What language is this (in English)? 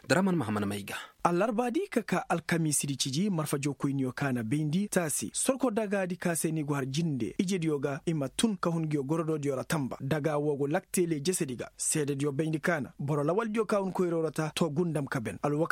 Koyraboro Senni